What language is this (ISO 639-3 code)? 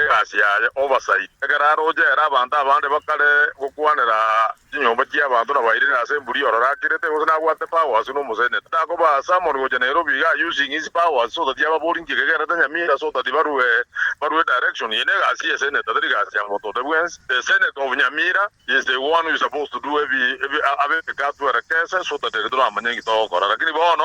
guz